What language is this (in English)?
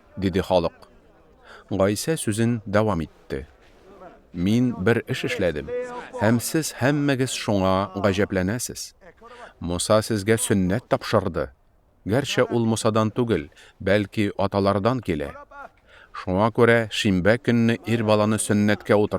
Tatar